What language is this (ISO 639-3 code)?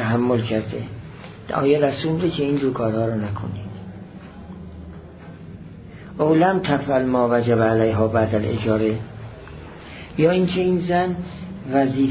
fas